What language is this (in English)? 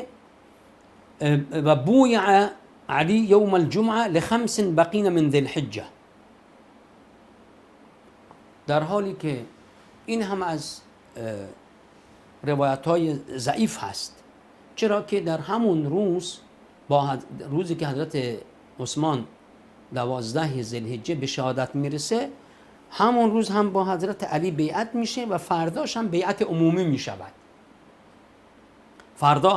Persian